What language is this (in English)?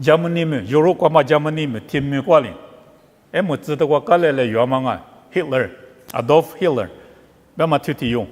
Lisu